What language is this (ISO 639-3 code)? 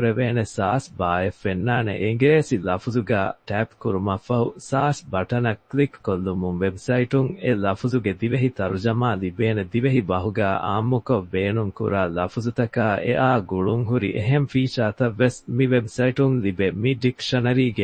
div